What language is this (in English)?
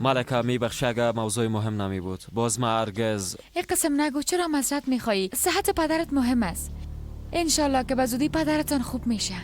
Persian